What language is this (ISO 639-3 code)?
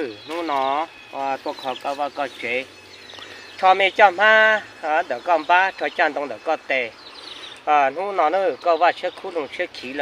hmn